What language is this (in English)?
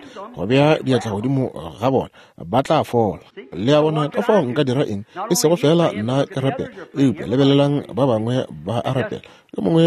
Northern Sotho